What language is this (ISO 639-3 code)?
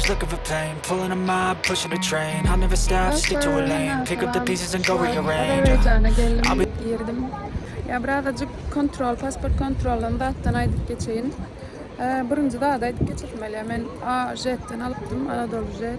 tuk